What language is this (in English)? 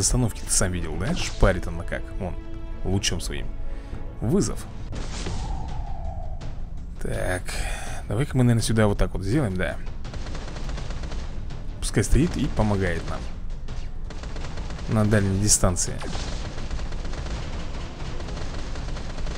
Russian